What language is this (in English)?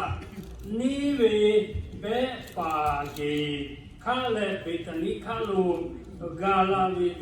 Lahu